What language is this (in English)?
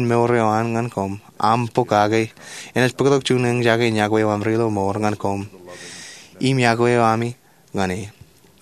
Marshallese